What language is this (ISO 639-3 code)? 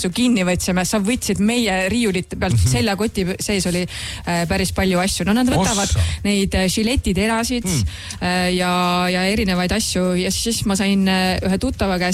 est